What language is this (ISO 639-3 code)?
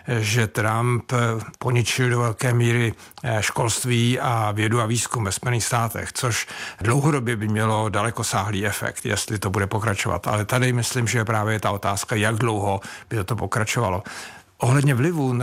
ces